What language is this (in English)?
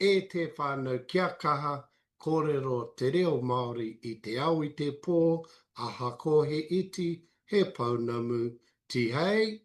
Māori